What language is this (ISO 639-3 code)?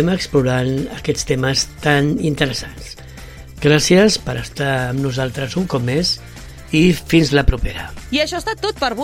cat